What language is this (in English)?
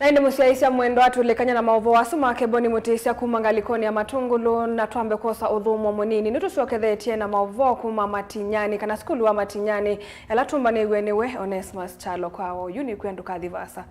Kamba